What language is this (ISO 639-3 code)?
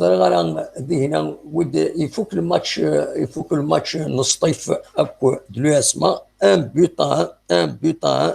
kab